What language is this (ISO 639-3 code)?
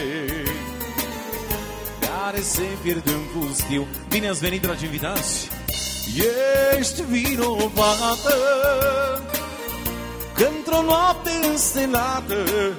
ron